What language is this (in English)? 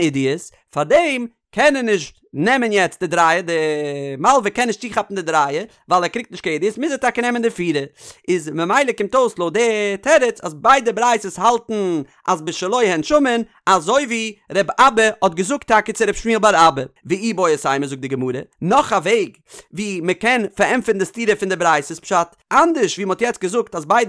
Yiddish